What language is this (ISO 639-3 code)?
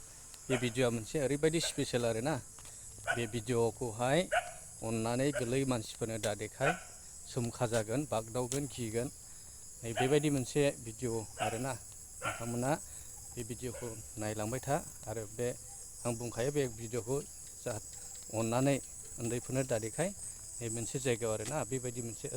brx